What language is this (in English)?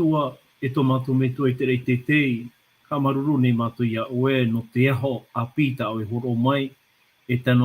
Tahitian